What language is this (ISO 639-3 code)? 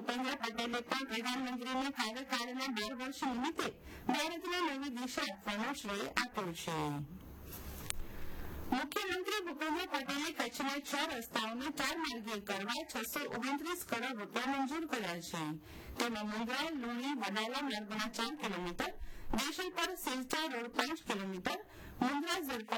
guj